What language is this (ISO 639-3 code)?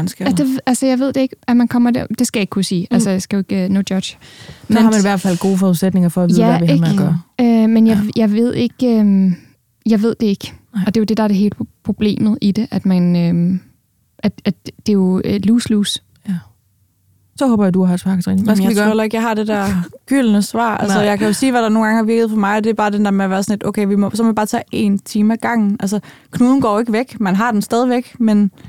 dan